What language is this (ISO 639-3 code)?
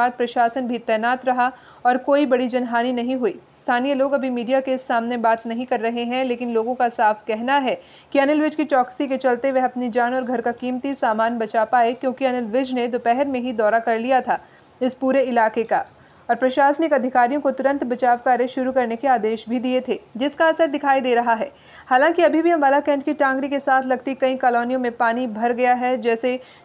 hin